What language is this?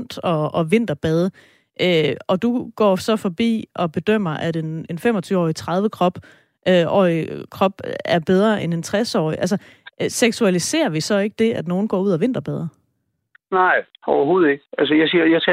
Danish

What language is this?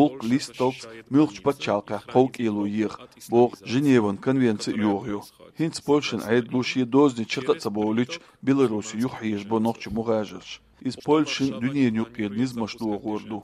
Chechen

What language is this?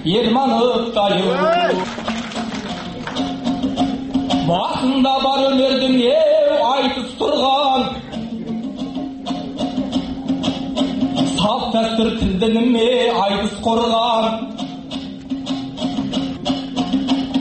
Kazakh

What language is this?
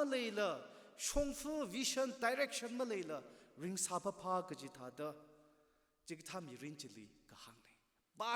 Tangkhul Naga (India)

